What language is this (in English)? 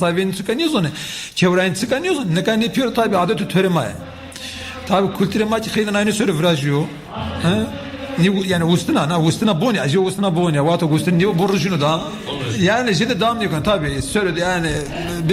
Zaza